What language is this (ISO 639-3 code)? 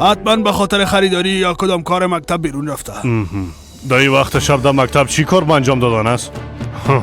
fas